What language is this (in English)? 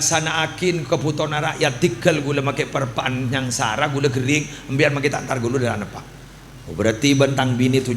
Madurese